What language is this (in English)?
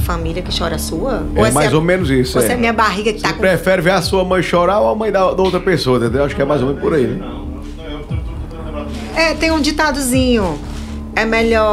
Portuguese